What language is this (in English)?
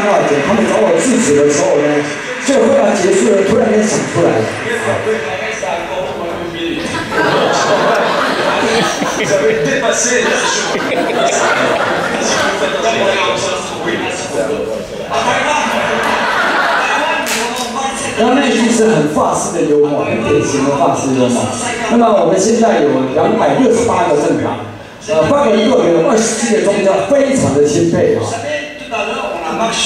Chinese